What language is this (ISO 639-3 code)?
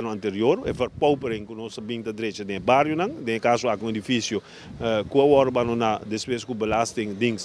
pap